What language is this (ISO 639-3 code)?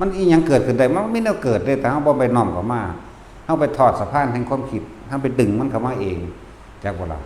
tts